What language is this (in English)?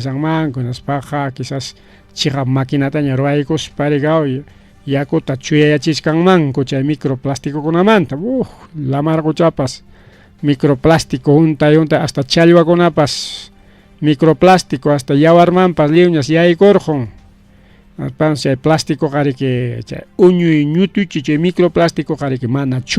Ayacucho Quechua